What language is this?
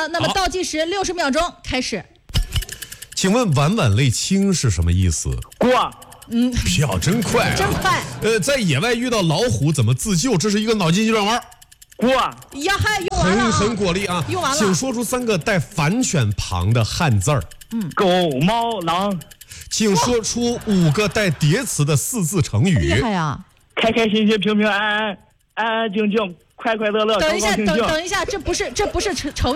Chinese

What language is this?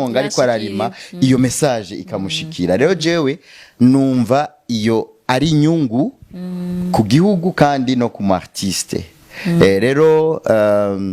Rundi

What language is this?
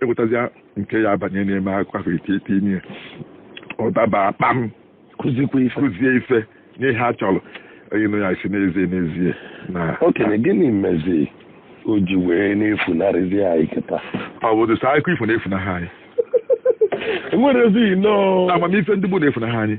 Igbo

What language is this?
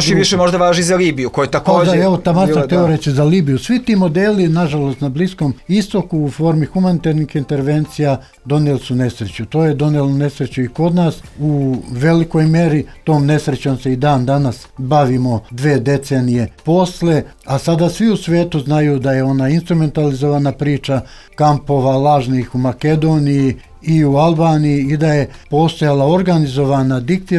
Serbian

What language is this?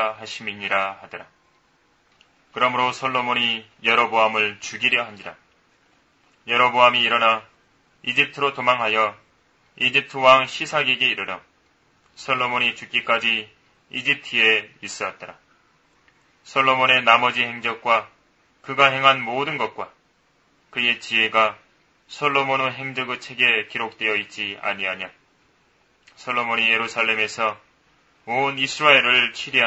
Korean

